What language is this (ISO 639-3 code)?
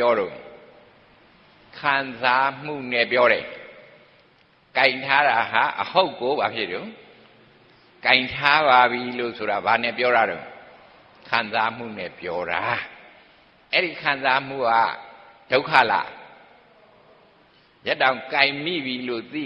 mya